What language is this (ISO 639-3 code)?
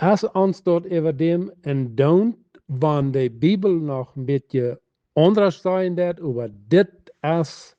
pdt